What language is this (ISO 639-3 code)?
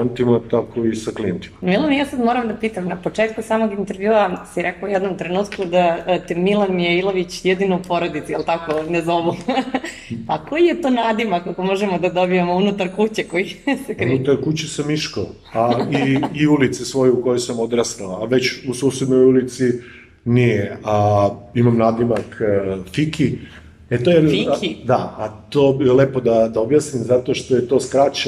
srp